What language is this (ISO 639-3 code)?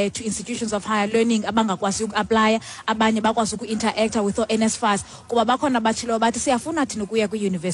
xho